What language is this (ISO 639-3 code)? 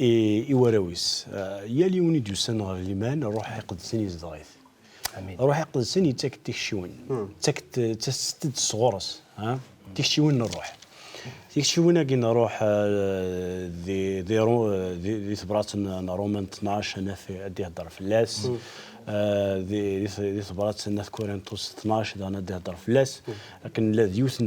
kab